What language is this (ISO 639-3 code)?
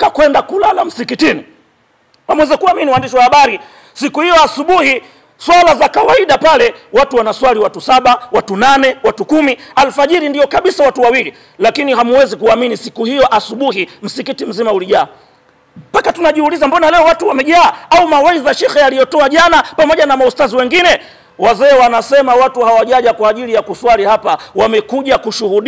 swa